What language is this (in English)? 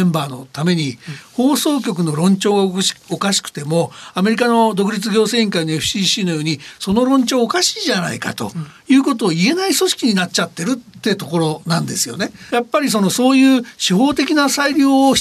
Japanese